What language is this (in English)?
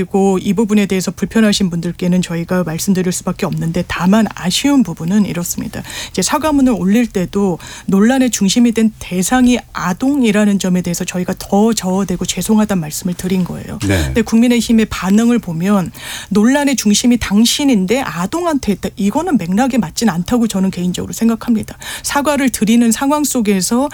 Korean